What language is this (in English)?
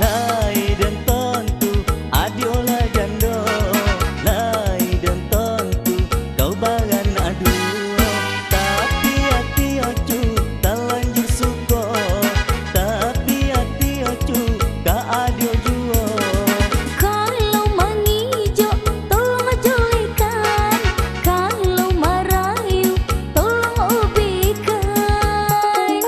Minangkabau